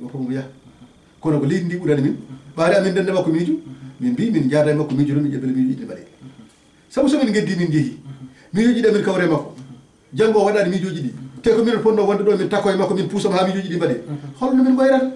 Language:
Fula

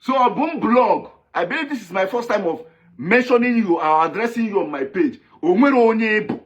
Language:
Igbo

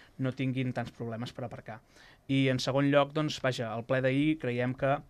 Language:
Catalan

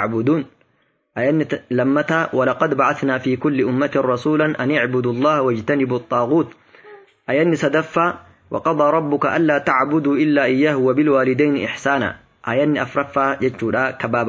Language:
Oromo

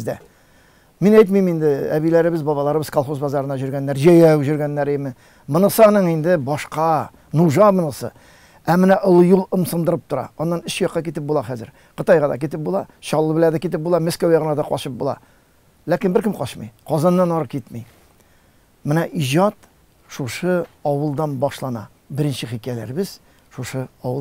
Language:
Tatar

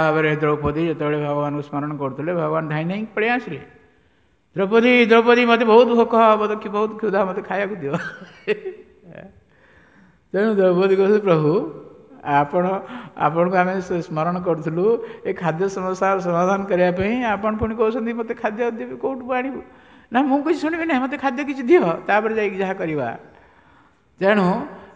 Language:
Odia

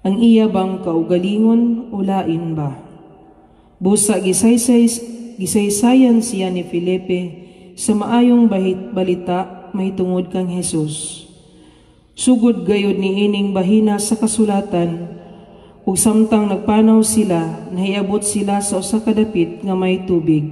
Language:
Cebuano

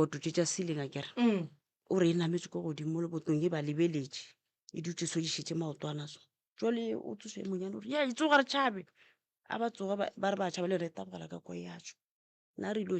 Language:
Northern Sotho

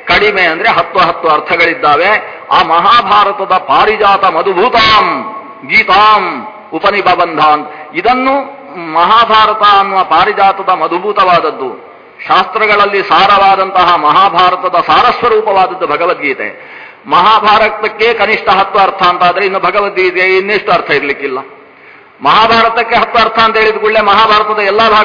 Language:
Kannada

